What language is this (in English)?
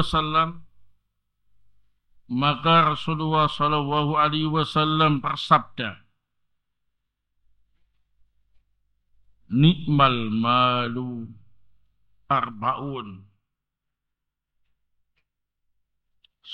Indonesian